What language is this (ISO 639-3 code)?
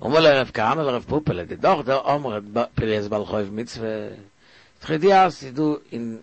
yid